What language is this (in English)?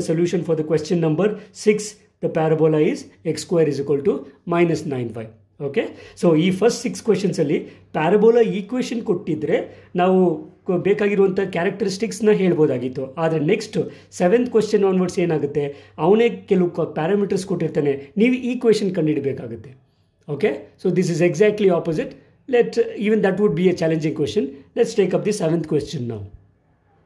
Kannada